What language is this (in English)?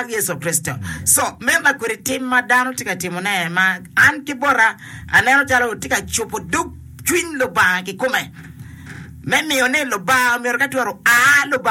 Acoli